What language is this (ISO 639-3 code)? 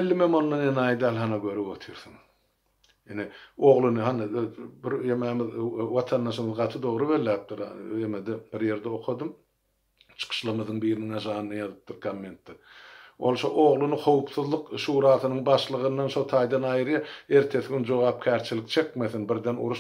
tuk